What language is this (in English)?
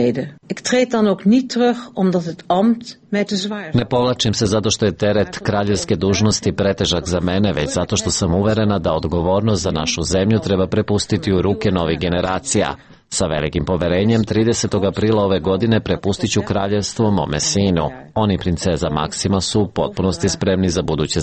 Serbian